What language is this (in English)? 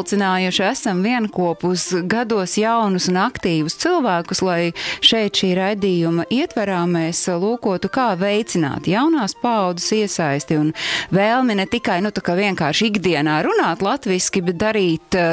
Latvian